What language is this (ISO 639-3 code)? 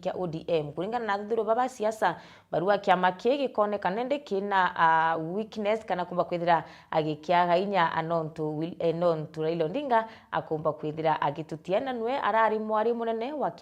mer